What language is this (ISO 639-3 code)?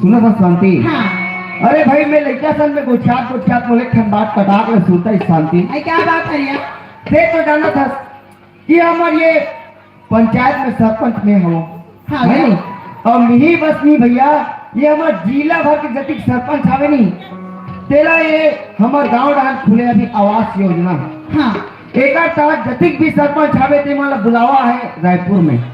hne